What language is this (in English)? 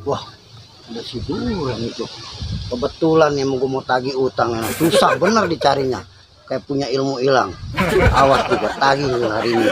Betawi